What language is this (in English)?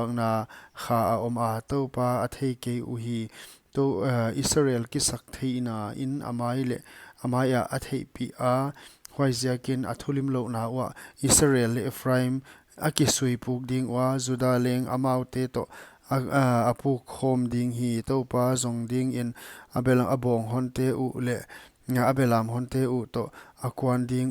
Paite Chin